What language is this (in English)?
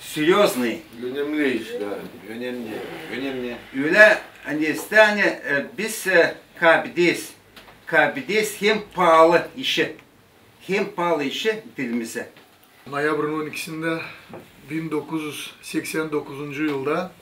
Gagauz